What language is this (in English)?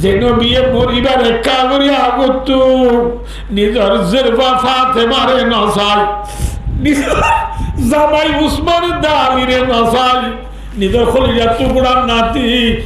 Rohingya